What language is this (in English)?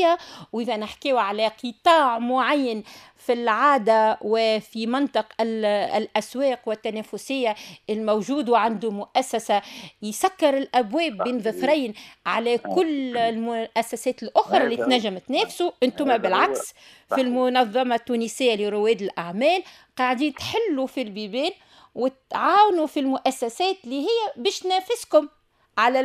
Tunisian Arabic